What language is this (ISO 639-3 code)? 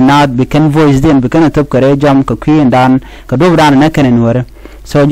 nus